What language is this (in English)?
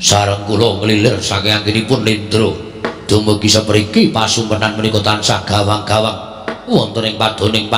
Javanese